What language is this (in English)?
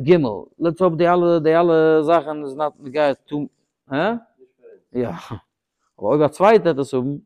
Yiddish